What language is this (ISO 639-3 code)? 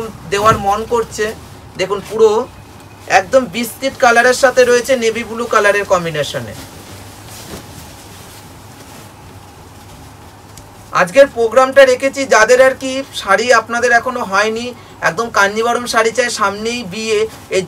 ben